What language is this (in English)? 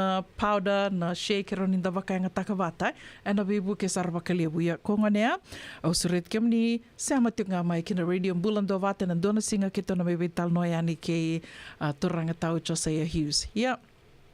Fijian